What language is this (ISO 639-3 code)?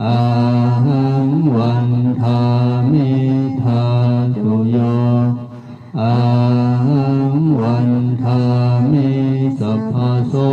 pli